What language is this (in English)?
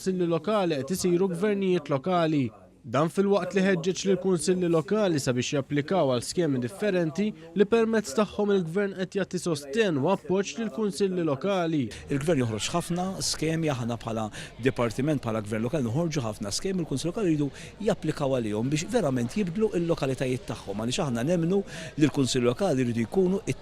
Maltese